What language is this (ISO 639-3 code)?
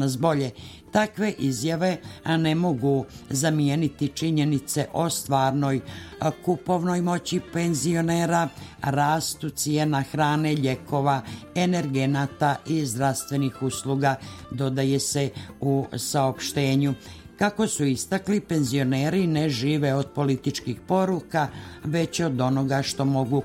srp